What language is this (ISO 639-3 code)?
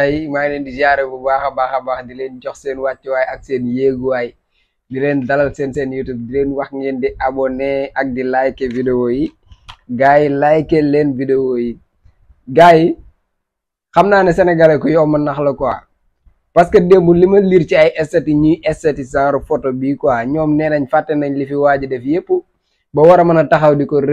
wol